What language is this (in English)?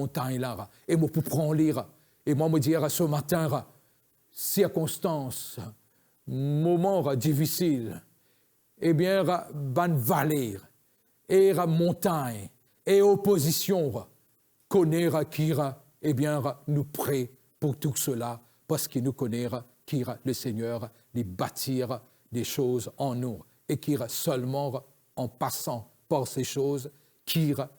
Morisyen